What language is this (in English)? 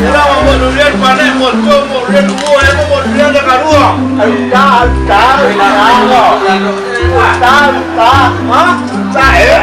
Minangkabau